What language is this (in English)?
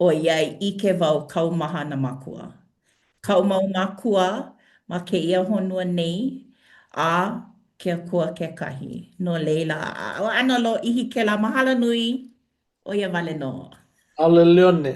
Hawaiian